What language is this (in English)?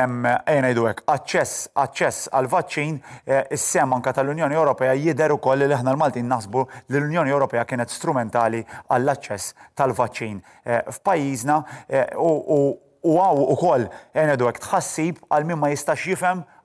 Maltese